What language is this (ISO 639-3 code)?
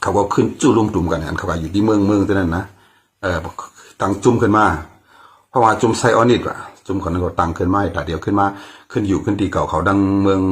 shn